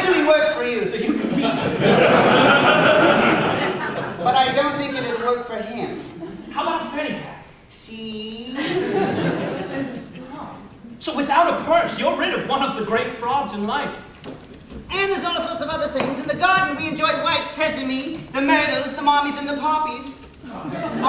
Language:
English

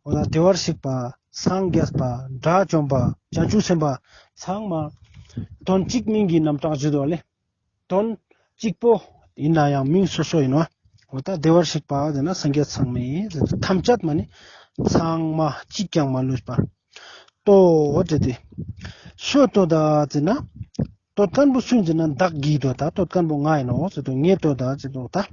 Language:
Ladakhi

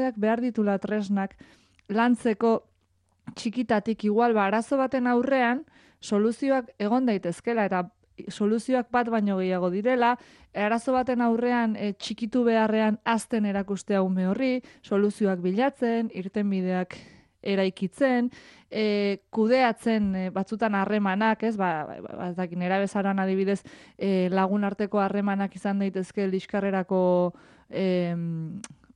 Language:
Basque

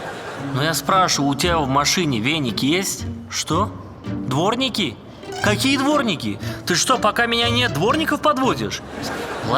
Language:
Crimean Tatar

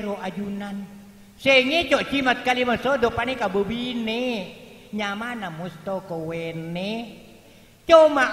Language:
Madurese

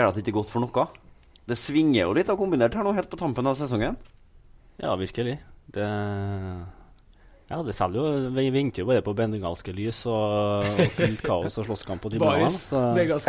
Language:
Norwegian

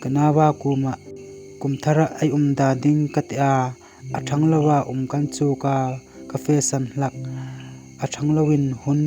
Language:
Hmar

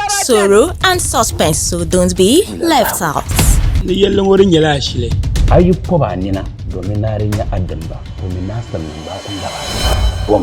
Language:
Dagbani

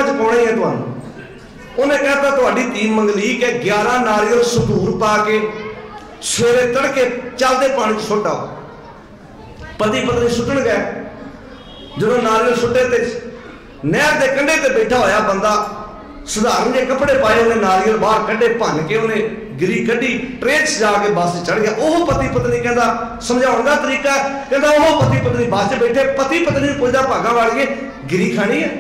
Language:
Punjabi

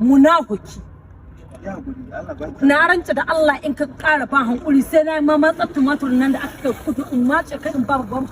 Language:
Hausa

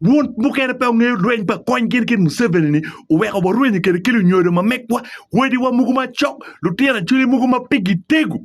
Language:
Acoli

